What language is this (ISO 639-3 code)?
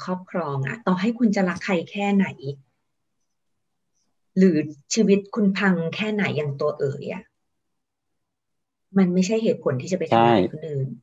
tha